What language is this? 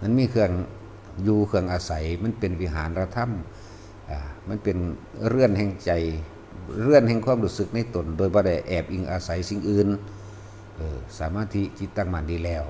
Lao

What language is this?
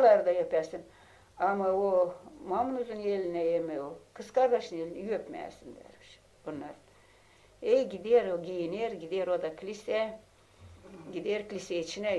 Gagauz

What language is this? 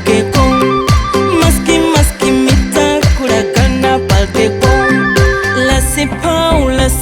Newari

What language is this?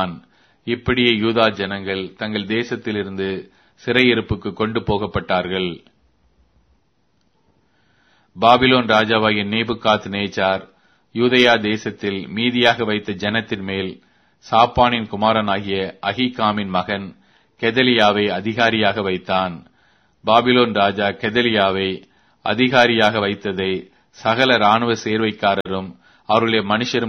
Tamil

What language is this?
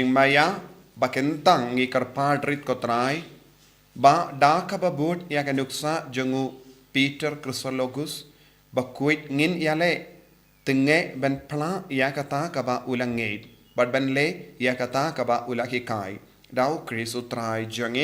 Khasi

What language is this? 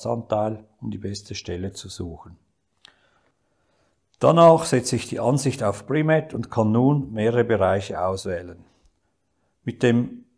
German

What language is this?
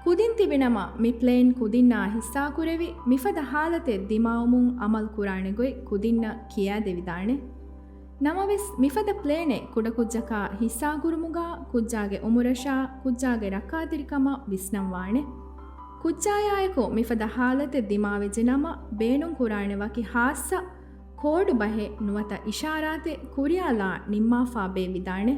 Divehi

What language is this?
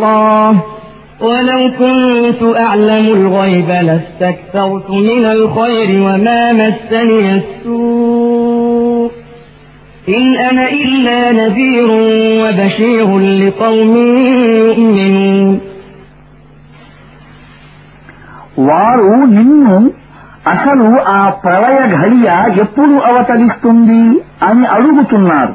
Telugu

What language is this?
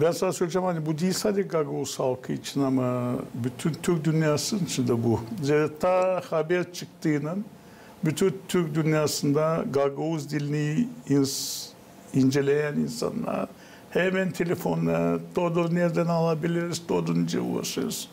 Gagauz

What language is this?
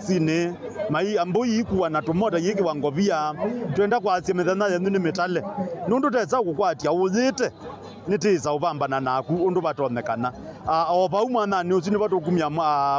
Kamba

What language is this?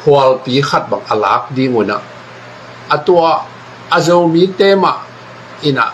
Tedim Chin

